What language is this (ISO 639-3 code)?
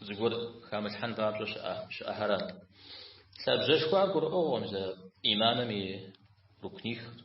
kbd